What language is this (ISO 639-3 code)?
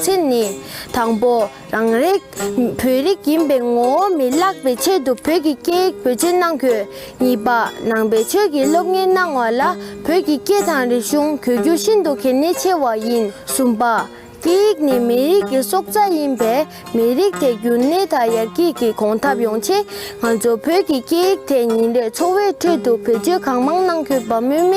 bod